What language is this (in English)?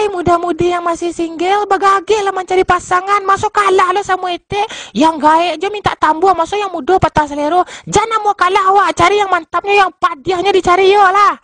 Minangkabau